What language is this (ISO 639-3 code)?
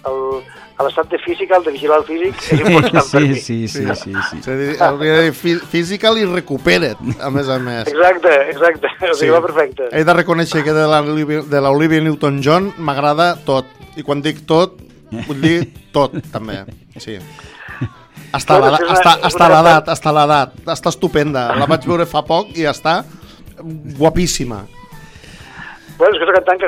cat